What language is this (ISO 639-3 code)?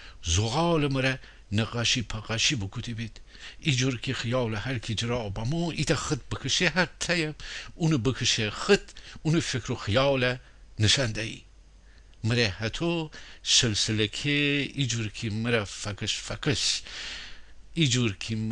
glk